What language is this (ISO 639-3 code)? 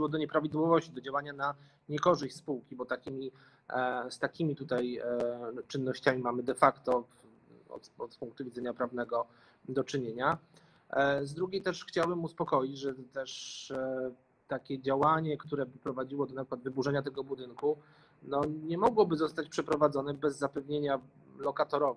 pol